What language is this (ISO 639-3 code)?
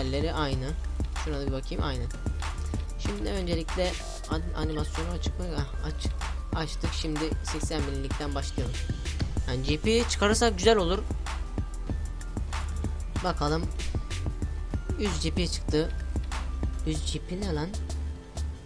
tur